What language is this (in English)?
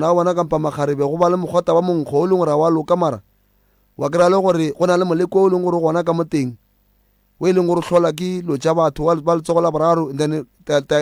Northern Sotho